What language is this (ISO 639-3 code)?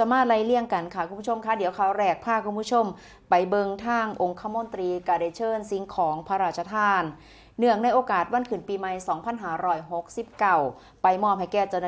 tts